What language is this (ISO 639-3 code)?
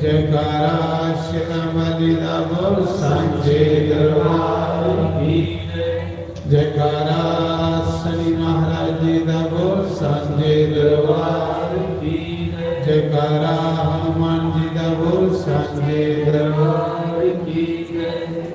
doi